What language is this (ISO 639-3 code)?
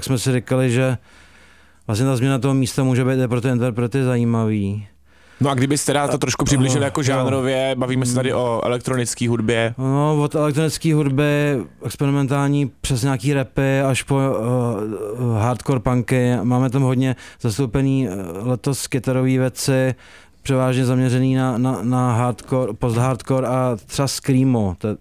ces